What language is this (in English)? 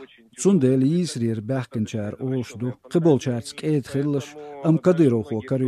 Chechen